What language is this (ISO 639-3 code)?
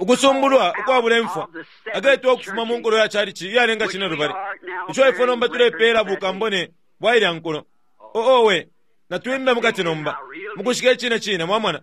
bem